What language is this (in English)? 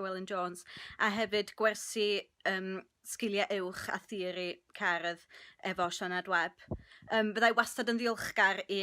Welsh